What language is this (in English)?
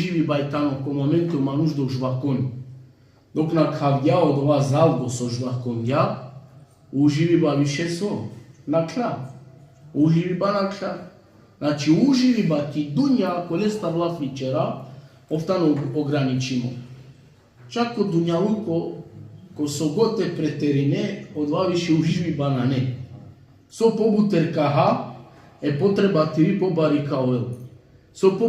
Balkan Romani